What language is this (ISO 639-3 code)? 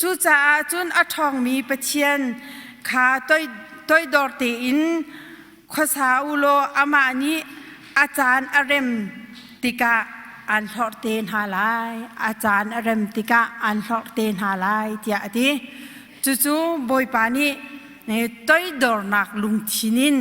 cnh